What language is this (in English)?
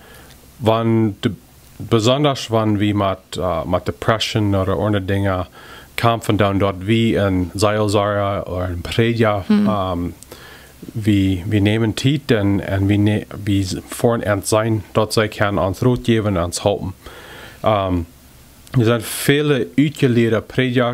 Plautdietsch